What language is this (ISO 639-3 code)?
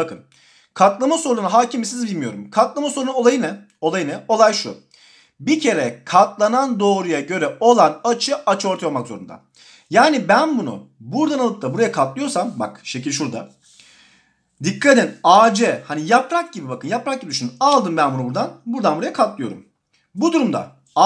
tur